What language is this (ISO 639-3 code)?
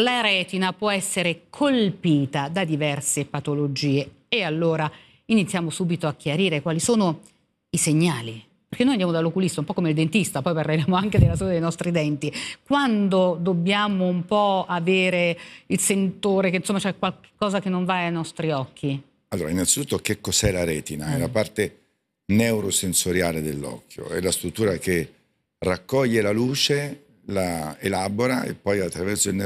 ita